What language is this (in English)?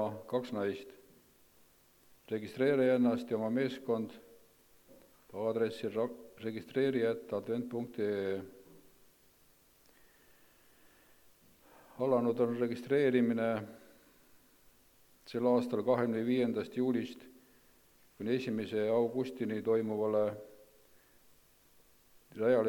Estonian